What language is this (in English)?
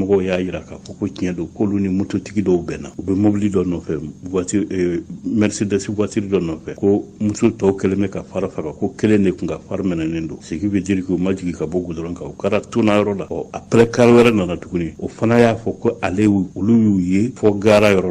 Bambara